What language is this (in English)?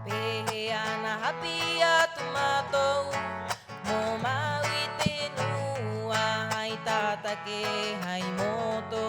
Rapanui